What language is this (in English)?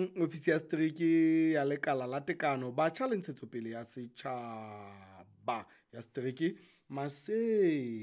Southern Sotho